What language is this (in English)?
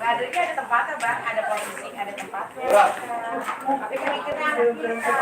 Betawi